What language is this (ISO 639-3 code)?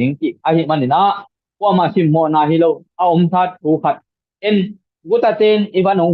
ctd